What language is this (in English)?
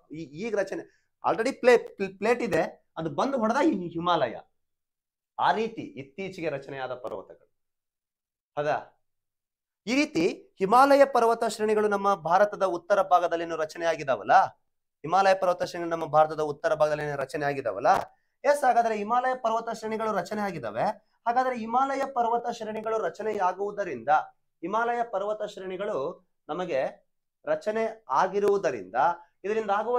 Kannada